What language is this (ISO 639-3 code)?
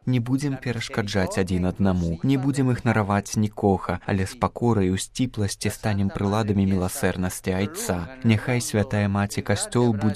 bel